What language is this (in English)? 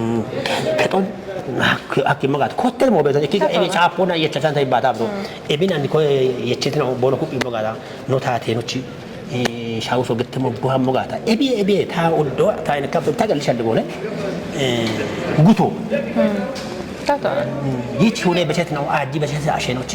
Kafa